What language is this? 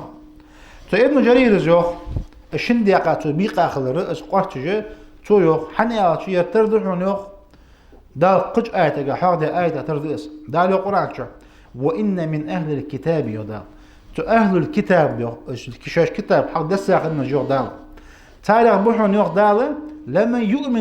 Ingush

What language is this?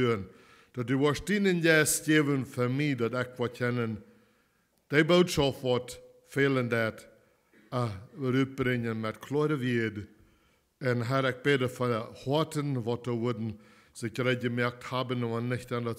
Plautdietsch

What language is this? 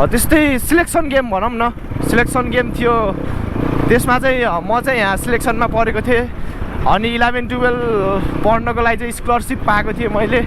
Nepali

